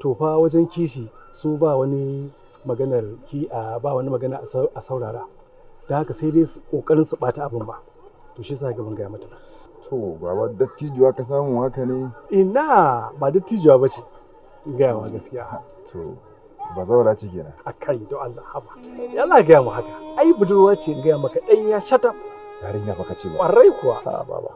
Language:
Hausa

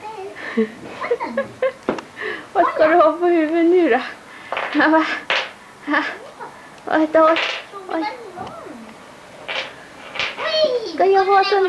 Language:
Swedish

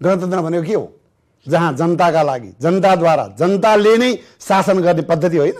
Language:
Nepali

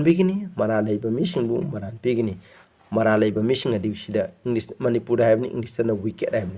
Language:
Manipuri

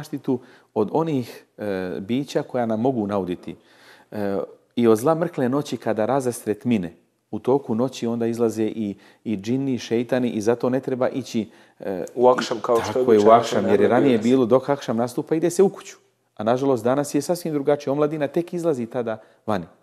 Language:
Bosnian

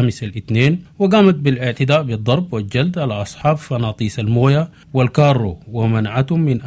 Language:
Sudanese Arabic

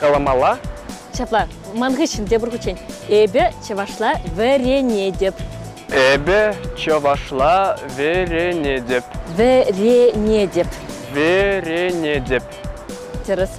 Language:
Chuvash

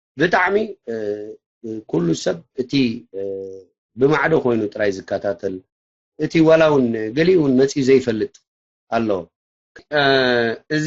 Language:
Tigrinya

